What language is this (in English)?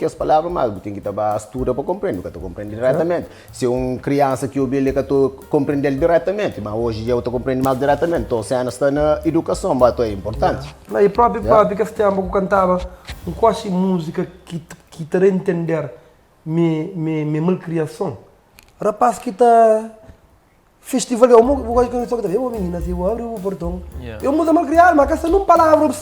Kabuverdianu